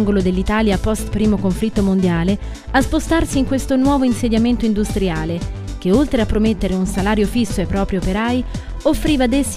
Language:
Italian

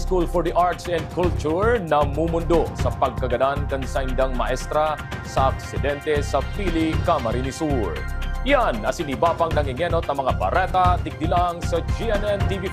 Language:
Bikol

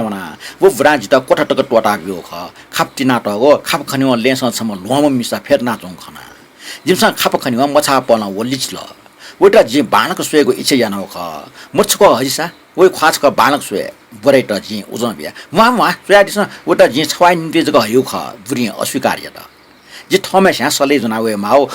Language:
Newari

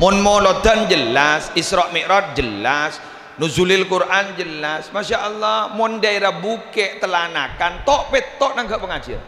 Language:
Madurese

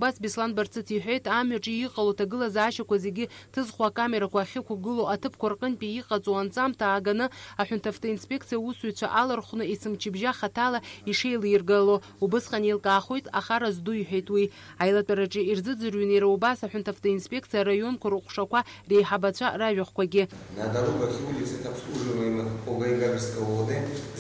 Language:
Abkhazian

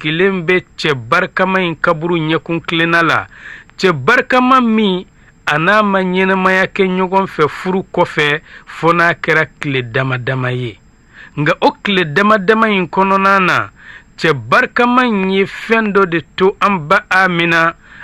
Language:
Bambara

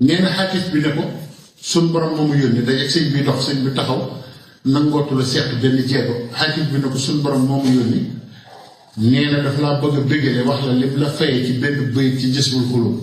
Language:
Wolof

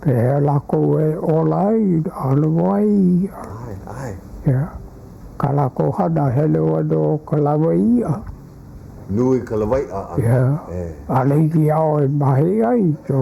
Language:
Hawaiian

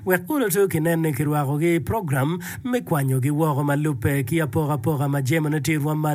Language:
Acoli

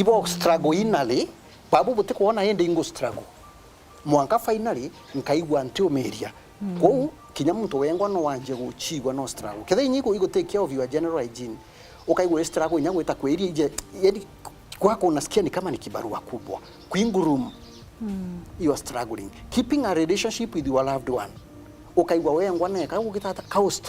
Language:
Meru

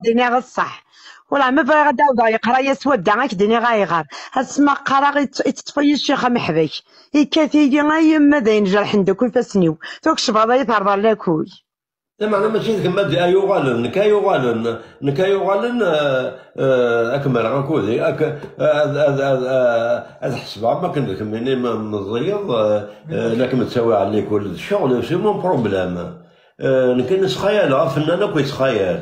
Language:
Kabyle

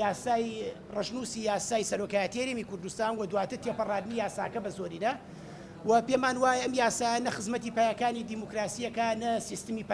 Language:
Central Kurdish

